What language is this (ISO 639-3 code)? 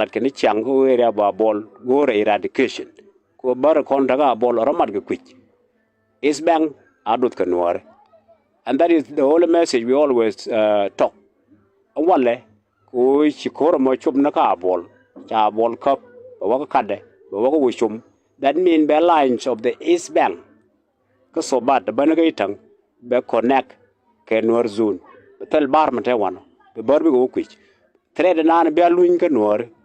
nus